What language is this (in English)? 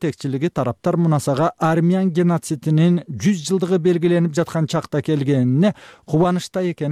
Kyrgyz